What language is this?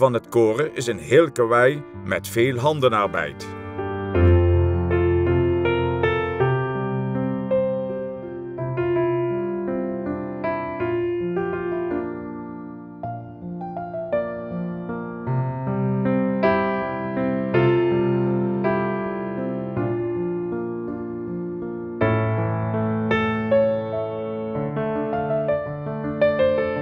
Dutch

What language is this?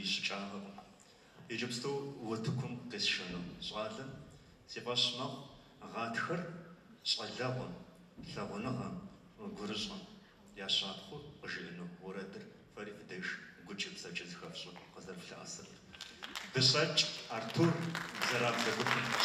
Kabardian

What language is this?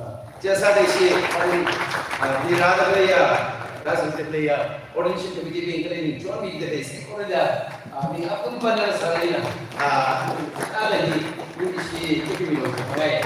Tangkhul Naga (India)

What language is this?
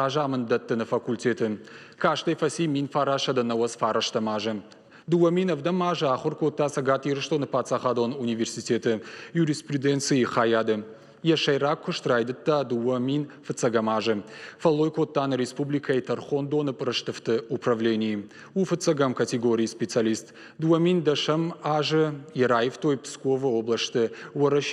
Ossetic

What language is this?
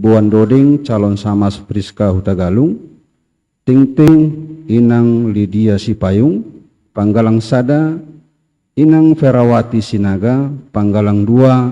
Batak Simalungun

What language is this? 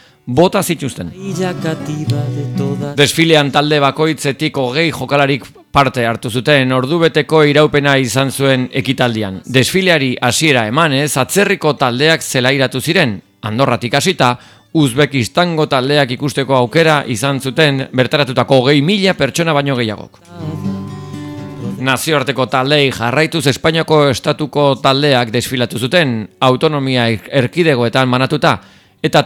Basque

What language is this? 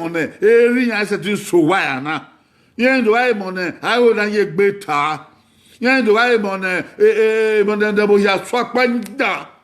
Bini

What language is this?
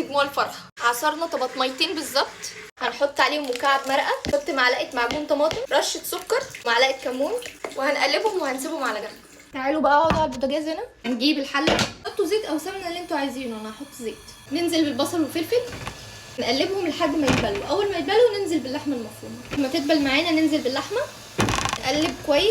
Egyptian Arabic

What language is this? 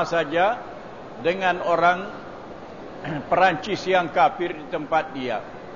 Malay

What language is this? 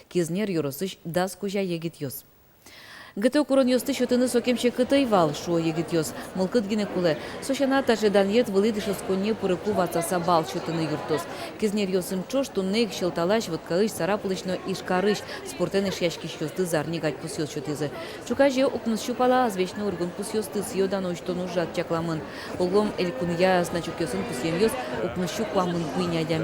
Udmurt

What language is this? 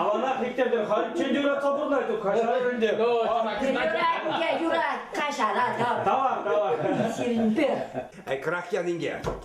Chuvash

